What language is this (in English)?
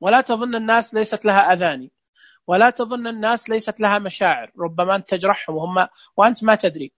Najdi Arabic